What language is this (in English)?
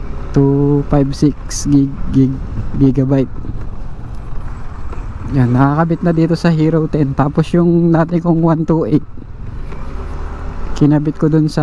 Filipino